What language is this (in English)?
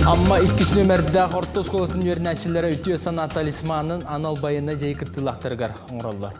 Yakut